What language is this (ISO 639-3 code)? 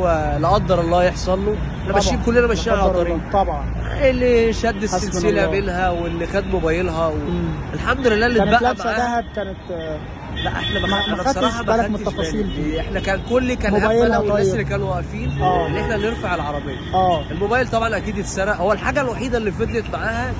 arz